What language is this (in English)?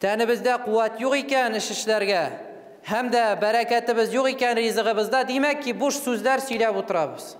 Tatar